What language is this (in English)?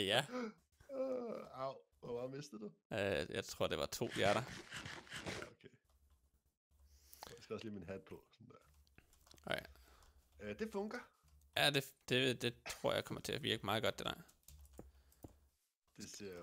Danish